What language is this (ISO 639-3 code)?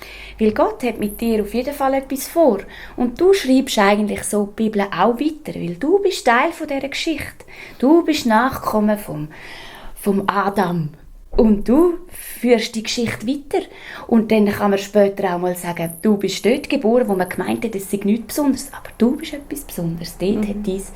gsw